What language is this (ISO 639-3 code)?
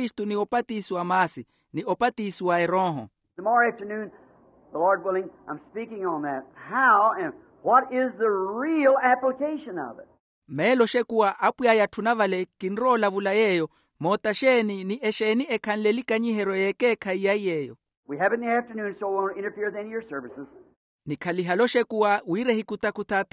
vmw